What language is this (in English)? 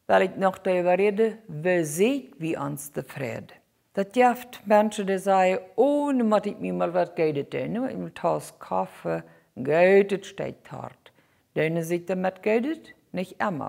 Plautdietsch